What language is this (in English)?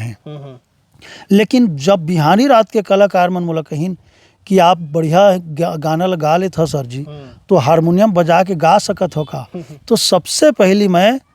Chhattisgarhi